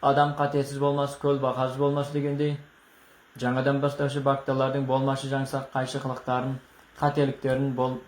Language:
Kazakh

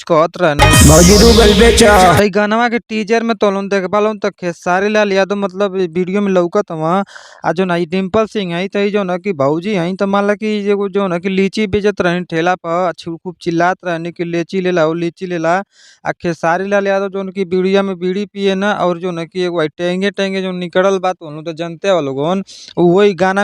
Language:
Bhojpuri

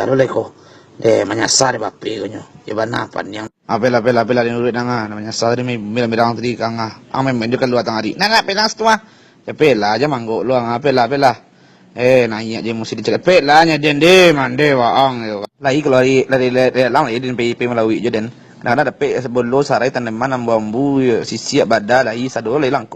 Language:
Minangkabau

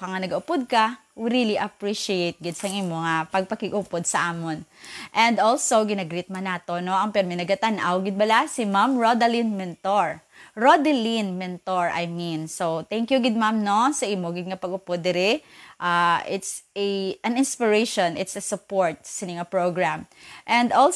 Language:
Hiligaynon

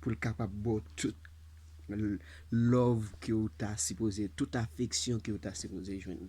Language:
Haitian Creole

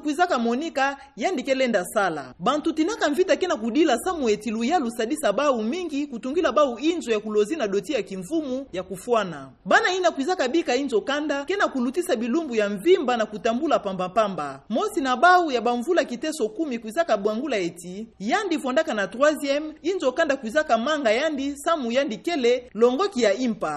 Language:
Kituba (Democratic Republic of Congo)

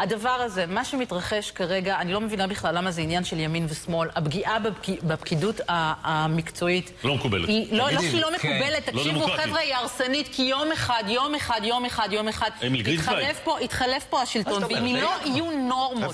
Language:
Hebrew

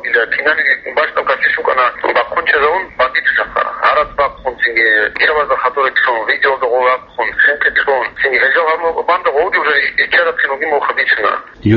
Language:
Avaric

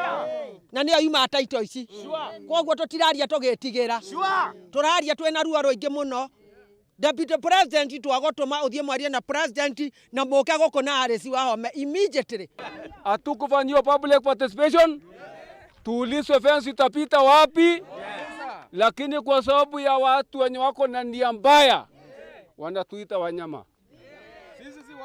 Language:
Kikuyu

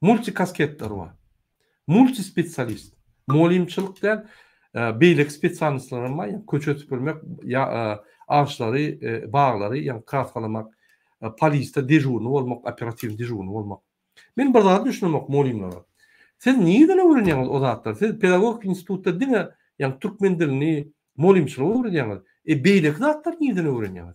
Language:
Turkmen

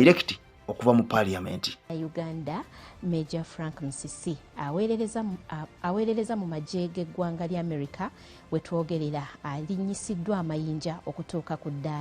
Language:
Ganda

